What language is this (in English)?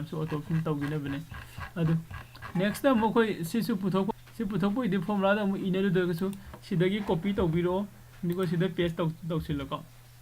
Manipuri